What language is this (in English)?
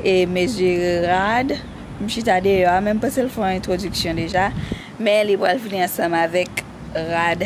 Haitian Creole